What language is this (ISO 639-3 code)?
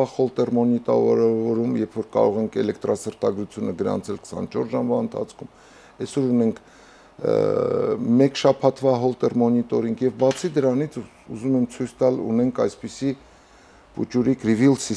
hye